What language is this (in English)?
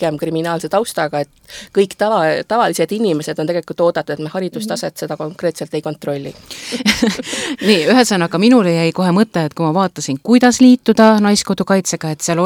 Estonian